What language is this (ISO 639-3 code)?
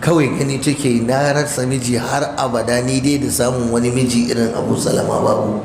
hau